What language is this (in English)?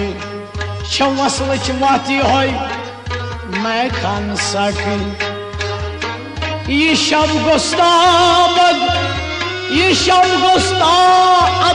Urdu